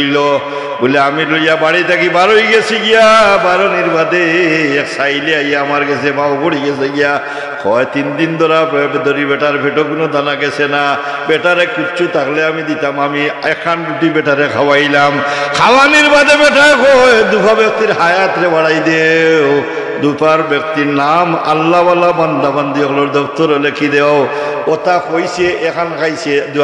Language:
Sylheti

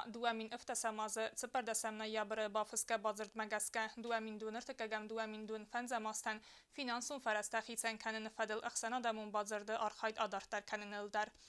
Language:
Ossetic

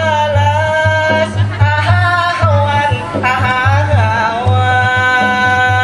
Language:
Banjar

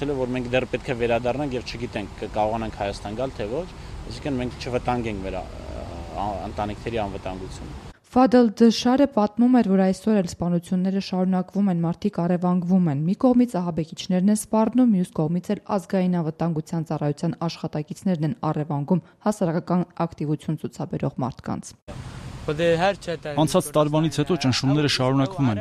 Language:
Armenian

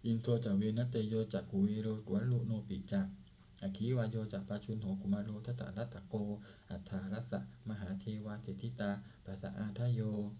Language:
Pali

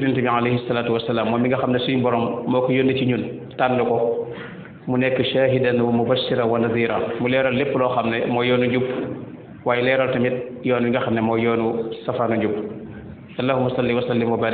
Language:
Wolof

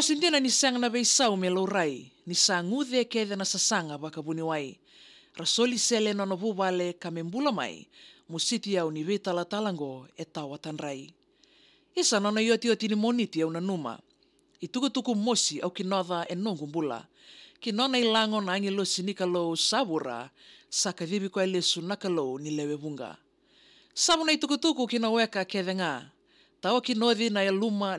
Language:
Fijian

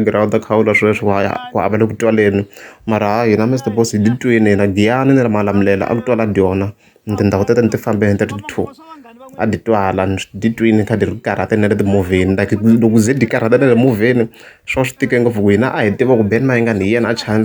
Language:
Tsonga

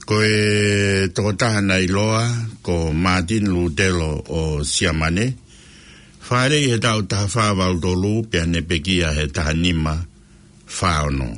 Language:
Tongan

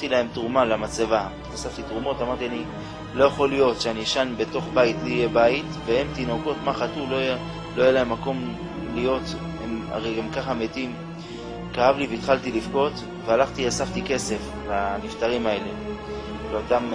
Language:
Hebrew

